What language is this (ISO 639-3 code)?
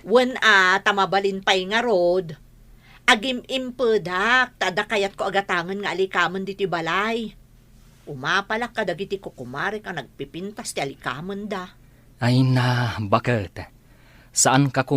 ilo